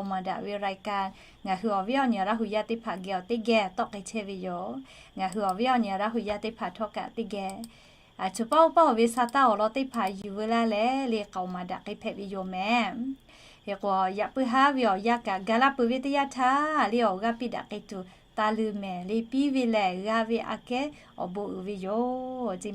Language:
Lahu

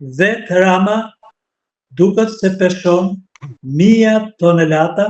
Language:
Albanian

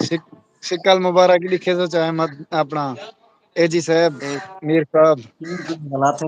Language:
Saraiki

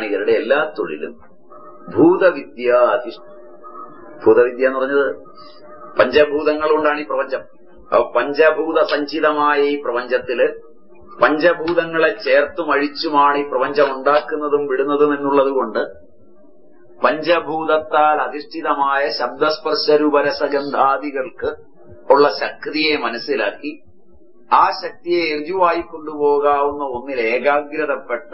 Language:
Malayalam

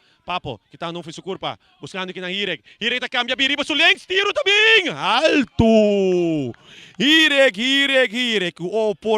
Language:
Papiamento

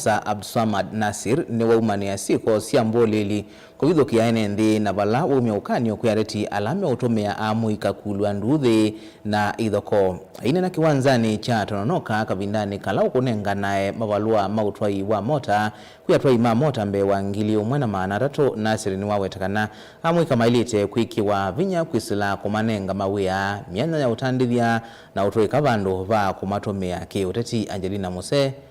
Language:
Kamba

